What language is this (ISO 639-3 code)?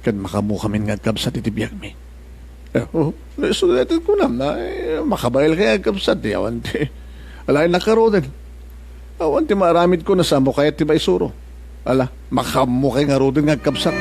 ilo